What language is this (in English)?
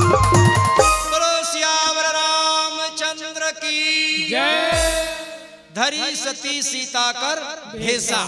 Chhattisgarhi